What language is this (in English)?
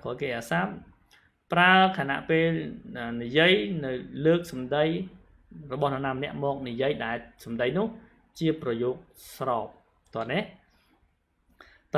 Khmer